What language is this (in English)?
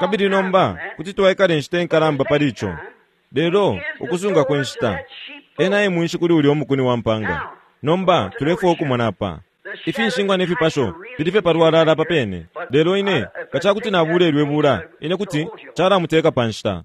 Bemba